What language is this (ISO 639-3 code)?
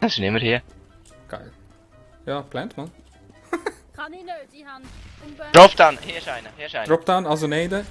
gsw